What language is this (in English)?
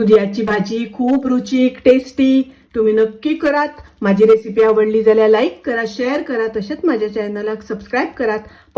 Konkani